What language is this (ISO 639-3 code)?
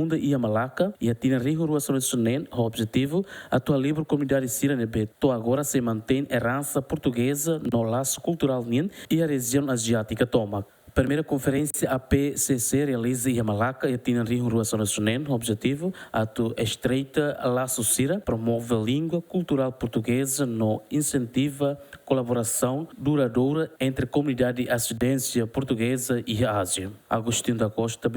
tet